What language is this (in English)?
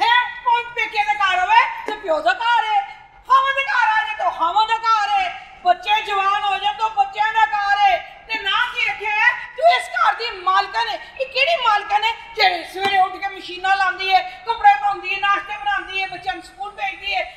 Punjabi